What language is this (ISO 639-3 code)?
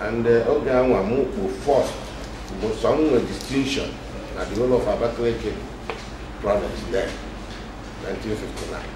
ibo